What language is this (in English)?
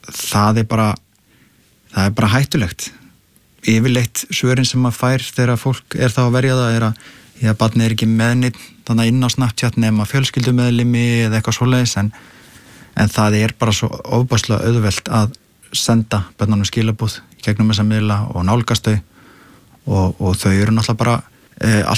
Icelandic